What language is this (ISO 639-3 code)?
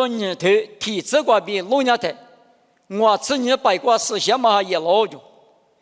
lis